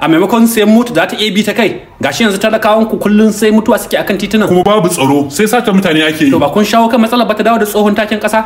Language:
Hausa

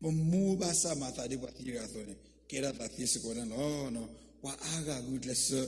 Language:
S'gaw Karen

